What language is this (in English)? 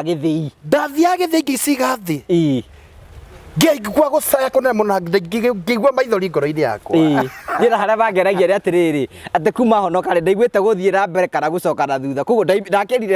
Kikuyu